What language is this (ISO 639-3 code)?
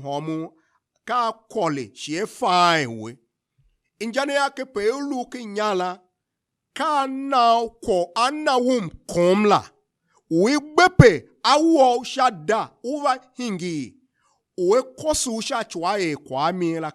tiv